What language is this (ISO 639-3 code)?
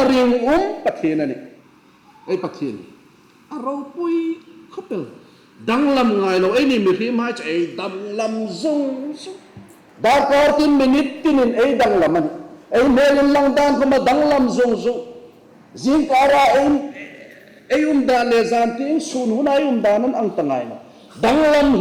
hmr